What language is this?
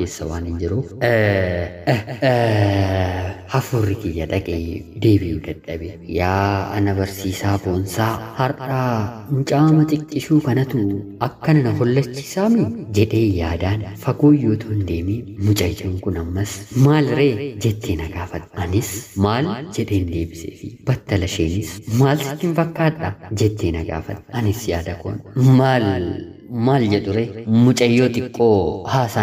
Oromo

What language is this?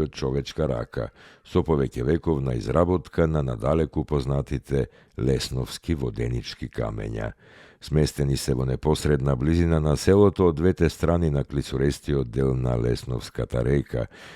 Macedonian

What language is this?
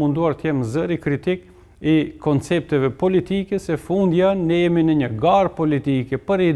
Albanian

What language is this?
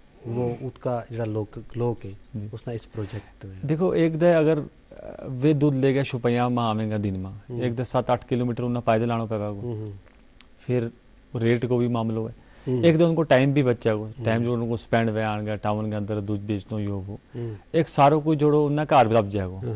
Gujari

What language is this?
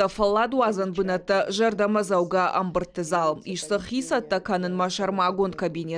Ossetic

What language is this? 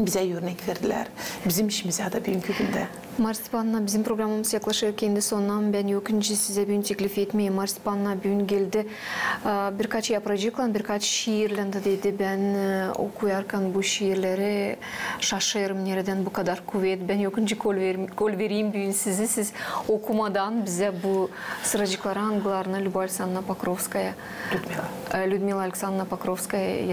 Gagauz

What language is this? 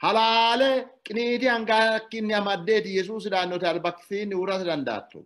Sidamo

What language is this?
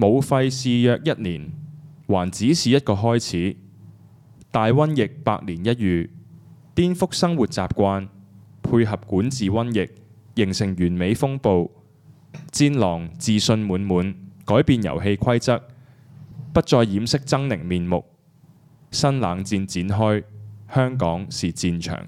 Cantonese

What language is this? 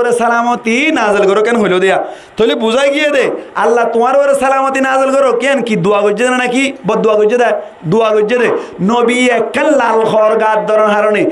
Rohingya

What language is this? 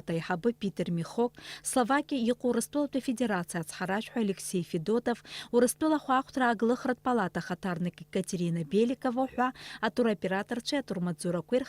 Abkhazian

